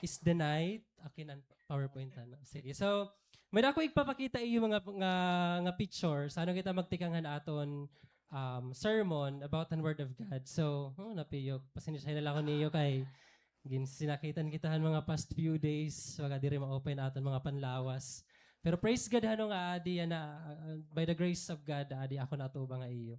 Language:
Waray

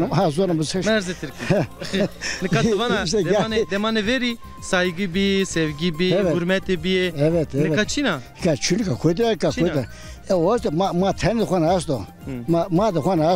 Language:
Zaza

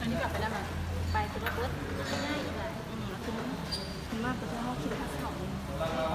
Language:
Lao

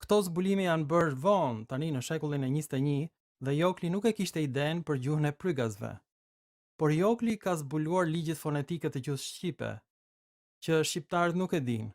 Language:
Albanian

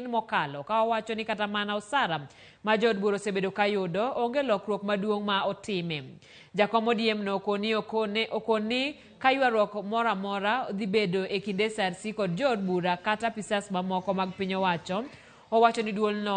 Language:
Luo (Kenya and Tanzania)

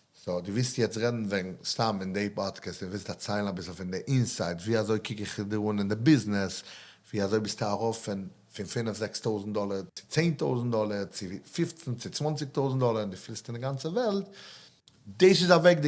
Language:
Yiddish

